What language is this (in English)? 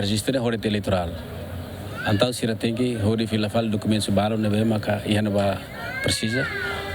Tetum